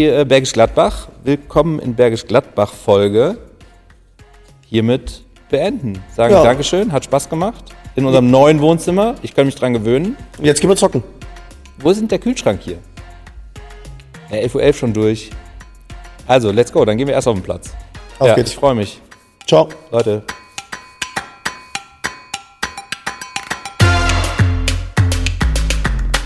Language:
German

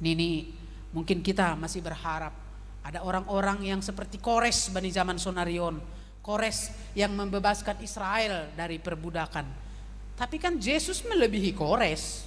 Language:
Batak Simalungun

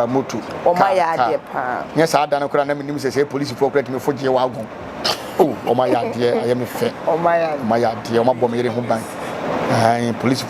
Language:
Akan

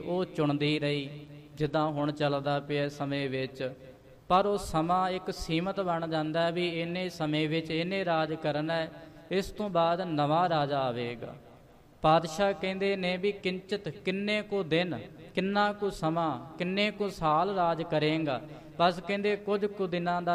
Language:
Punjabi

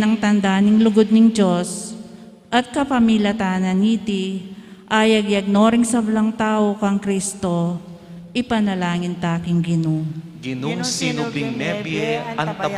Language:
Pampanga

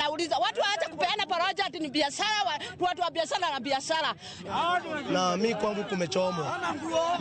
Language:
Luo (Kenya and Tanzania)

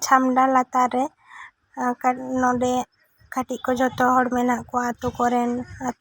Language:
Santali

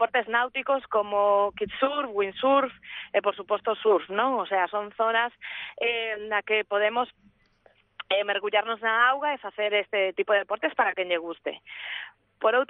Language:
Galician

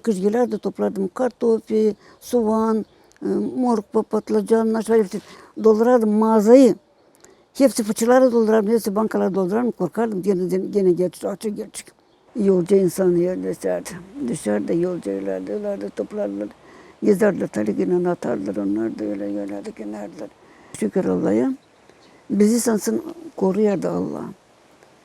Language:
Gagauz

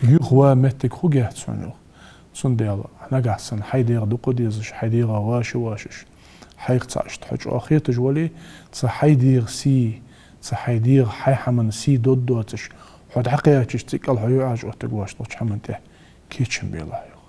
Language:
Ingush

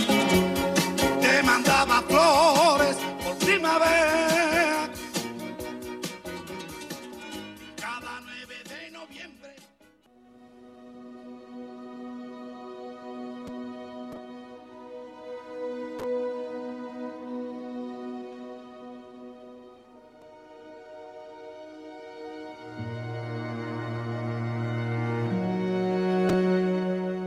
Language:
Catalan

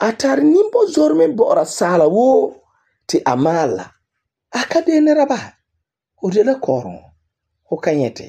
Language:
Frafra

